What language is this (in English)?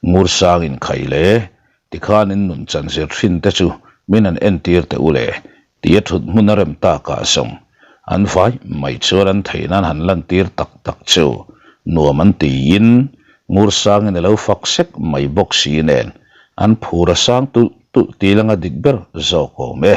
Mizo